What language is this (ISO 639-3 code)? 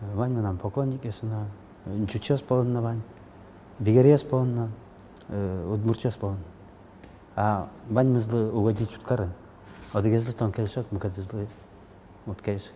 udm